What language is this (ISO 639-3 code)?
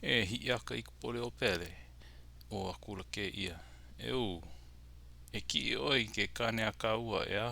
haw